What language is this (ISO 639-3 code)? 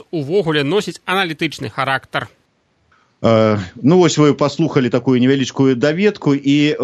bel